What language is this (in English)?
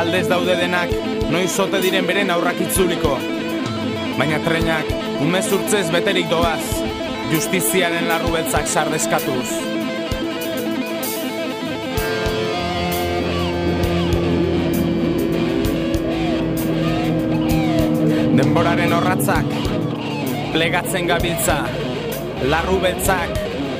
Basque